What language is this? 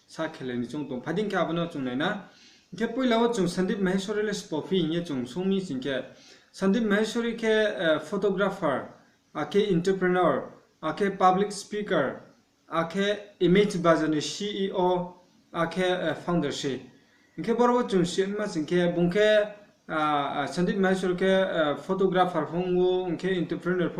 Riang (India)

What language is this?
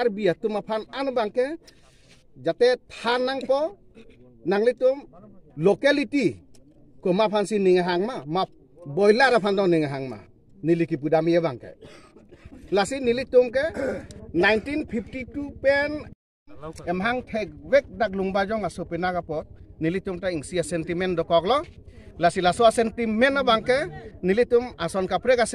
Karbi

